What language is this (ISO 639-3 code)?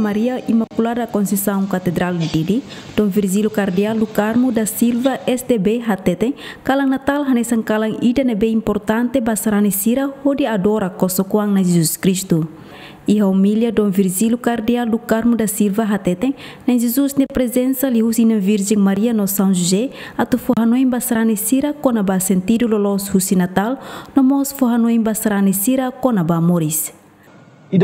tet